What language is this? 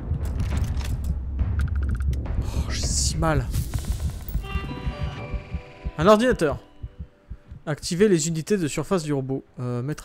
French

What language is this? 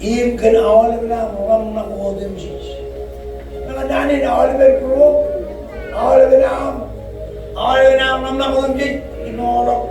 Marshallese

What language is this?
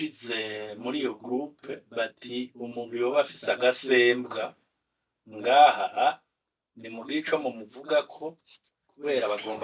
Rundi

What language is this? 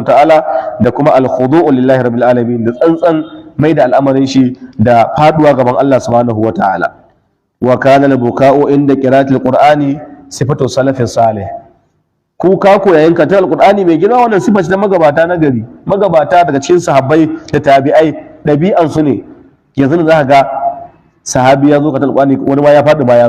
Hausa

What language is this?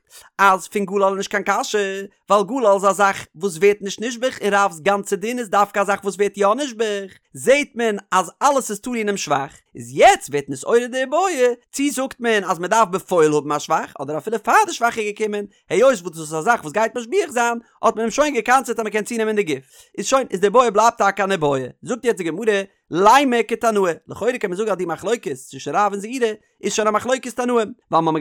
Yiddish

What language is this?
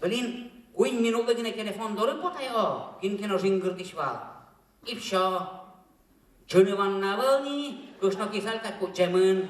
Udmurt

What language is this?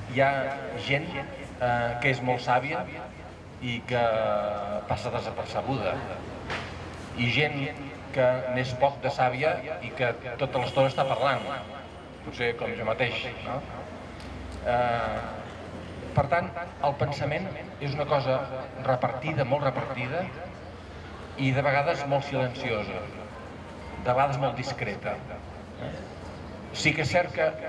Catalan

